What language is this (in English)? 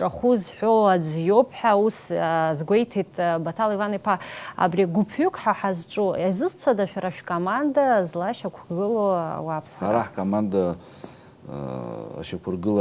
Abkhazian